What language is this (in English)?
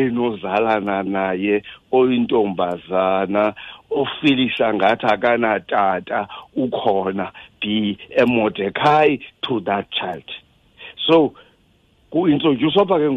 Xhosa